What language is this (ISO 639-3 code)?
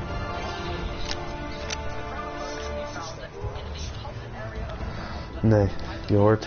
nld